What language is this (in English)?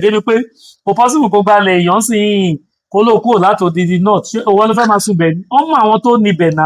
Yoruba